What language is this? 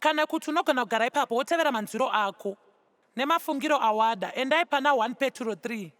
Shona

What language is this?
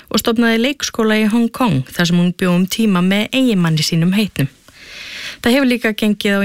Icelandic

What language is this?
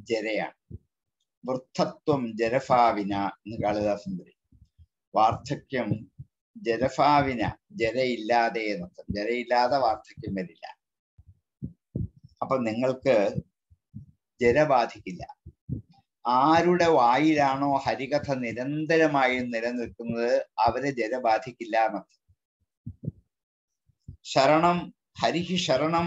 Malayalam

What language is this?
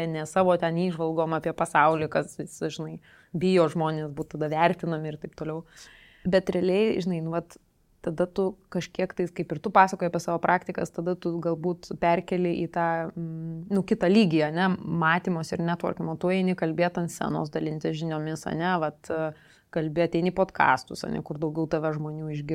Lithuanian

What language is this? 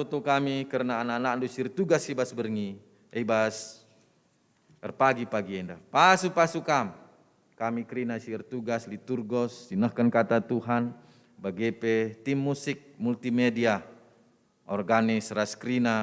Batak Karo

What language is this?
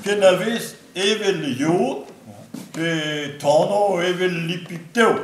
Breton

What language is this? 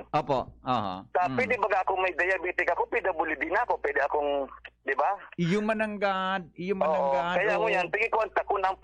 Bikol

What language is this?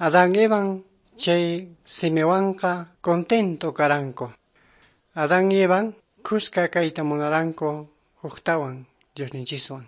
Quechua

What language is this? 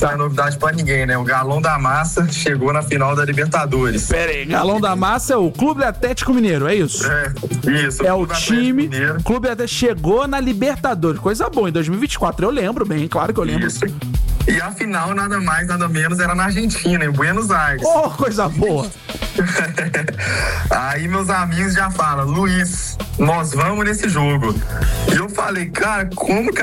Portuguese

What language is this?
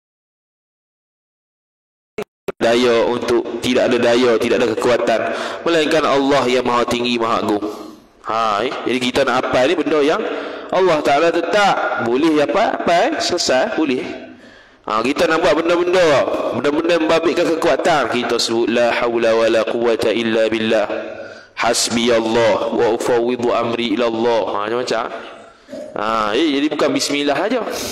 Malay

